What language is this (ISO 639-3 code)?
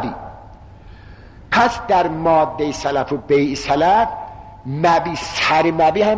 fas